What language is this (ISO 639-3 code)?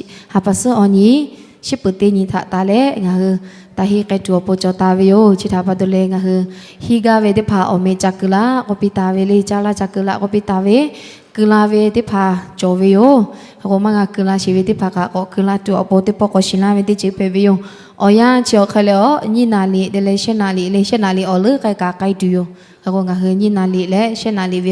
lhu